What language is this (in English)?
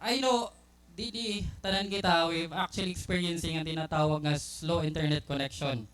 Waray